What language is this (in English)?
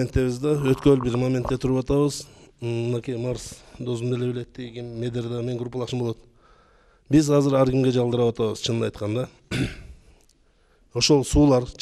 Kyrgyz